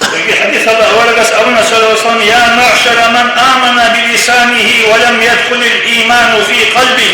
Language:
Avaric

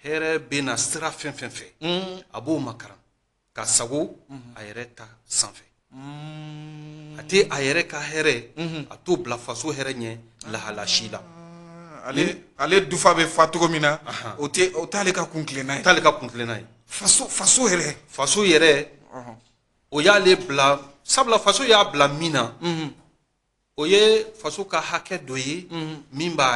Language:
Bambara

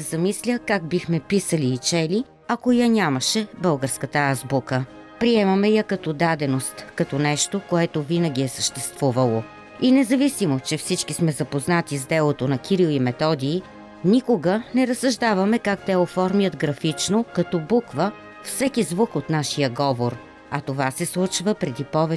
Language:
Bulgarian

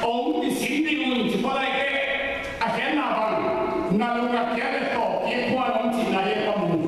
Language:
Tedim Chin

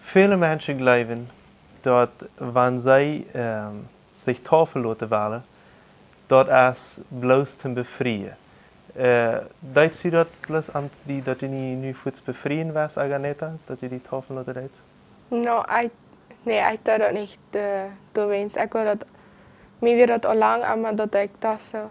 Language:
Plautdietsch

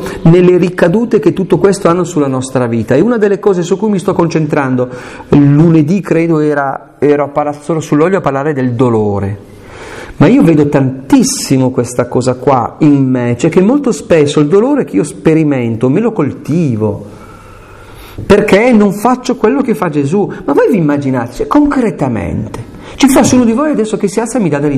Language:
Italian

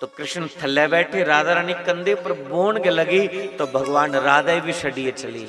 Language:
Dogri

